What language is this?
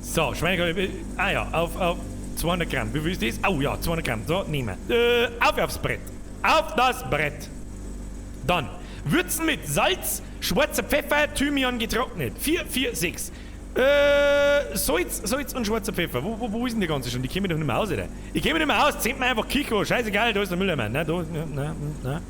Bavarian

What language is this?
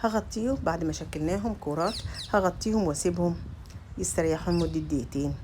Egyptian Arabic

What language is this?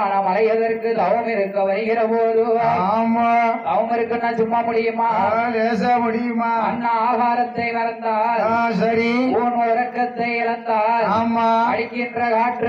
Tamil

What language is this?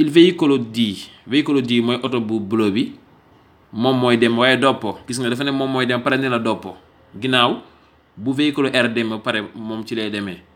Wolof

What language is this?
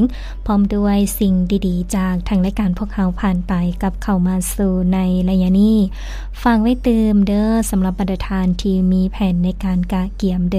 Lao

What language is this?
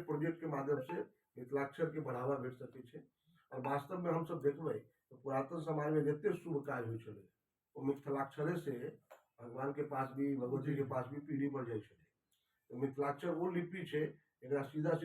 Maithili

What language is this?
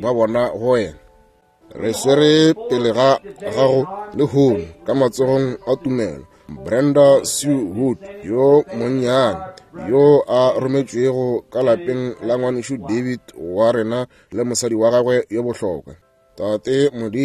Northern Sotho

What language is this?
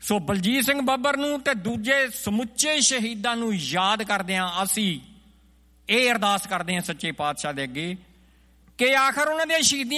Punjabi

